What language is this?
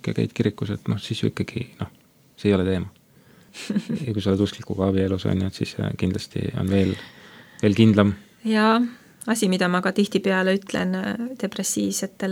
Estonian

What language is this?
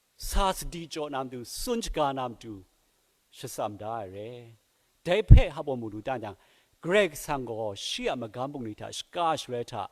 Kachin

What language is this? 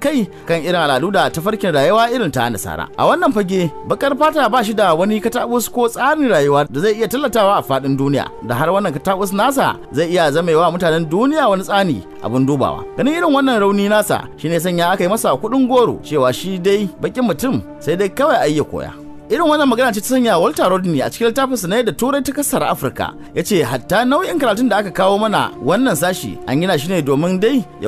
Hausa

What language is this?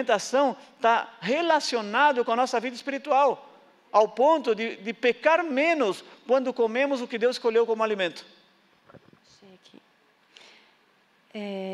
Portuguese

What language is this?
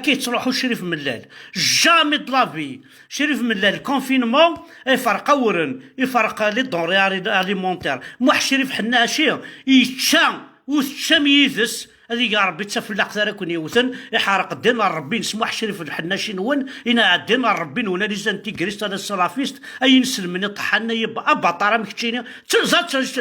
Kabyle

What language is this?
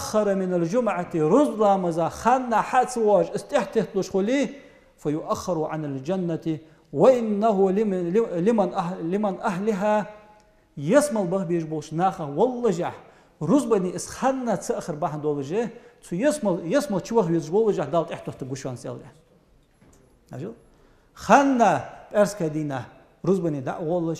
Ingush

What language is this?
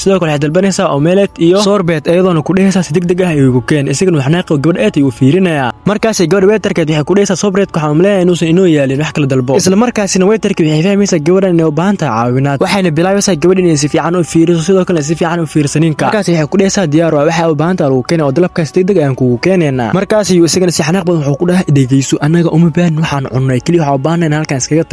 Somali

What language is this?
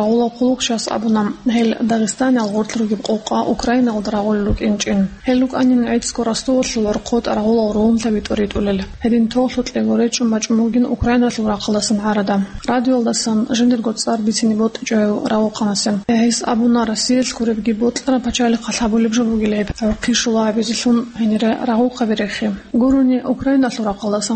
Avaric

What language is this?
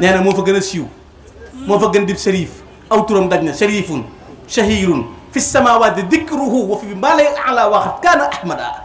Wolof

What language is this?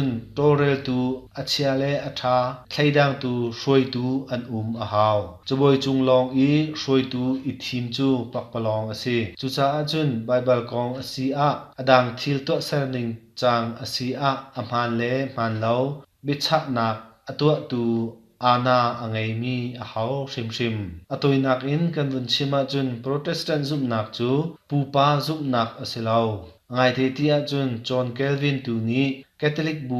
Hakha Chin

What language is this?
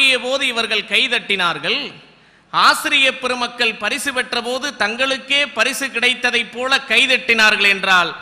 Tamil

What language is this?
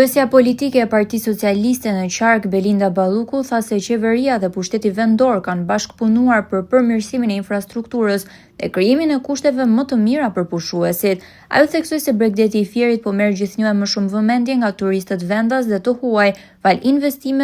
Albanian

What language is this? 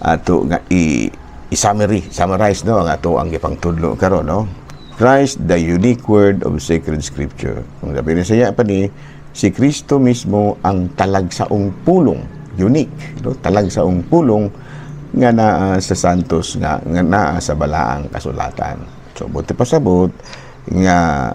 Cebuano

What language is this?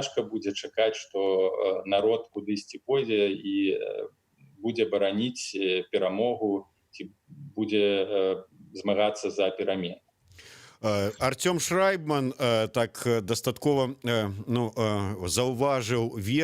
Belarusian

